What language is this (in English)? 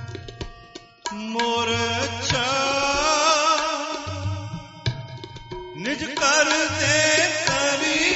Punjabi